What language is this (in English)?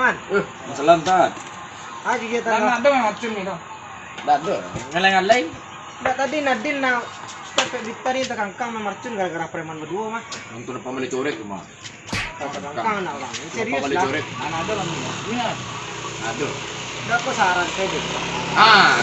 Minangkabau